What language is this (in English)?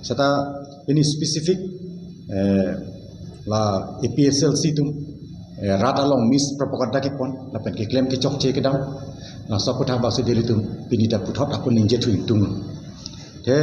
Karbi